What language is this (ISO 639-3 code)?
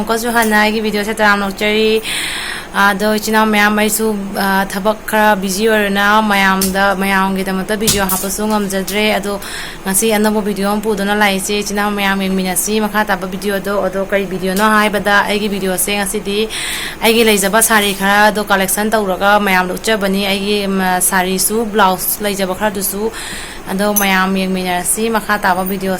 mni